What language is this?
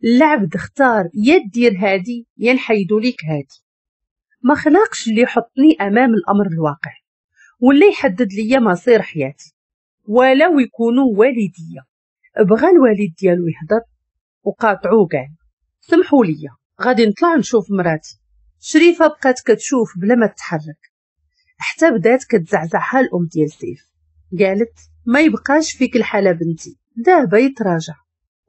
Moroccan Arabic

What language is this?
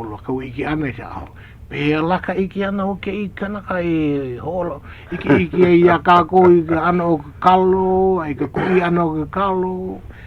Hawaiian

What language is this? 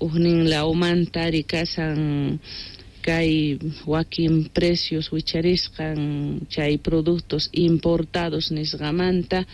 Quechua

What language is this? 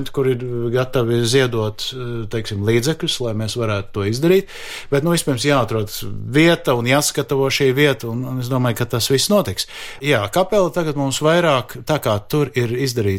Latvian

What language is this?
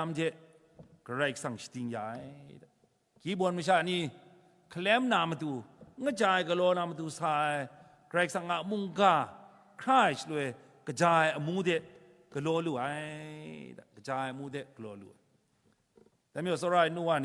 Kachin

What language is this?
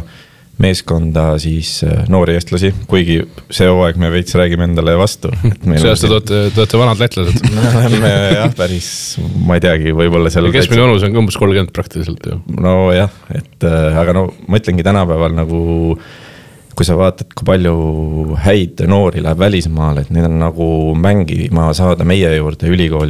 Estonian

